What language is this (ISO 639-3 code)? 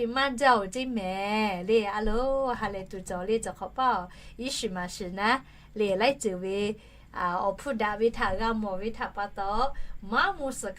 lhu